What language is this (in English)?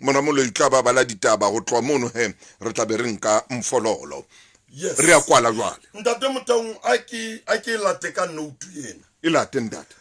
Southern Sotho